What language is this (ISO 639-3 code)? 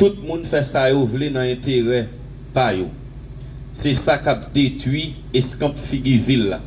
hat